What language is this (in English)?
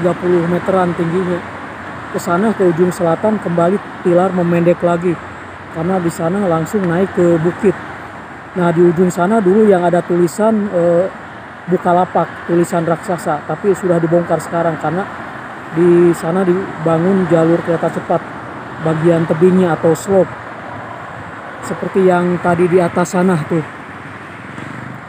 Indonesian